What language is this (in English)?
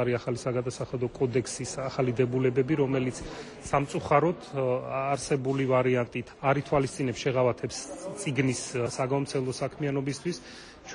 Georgian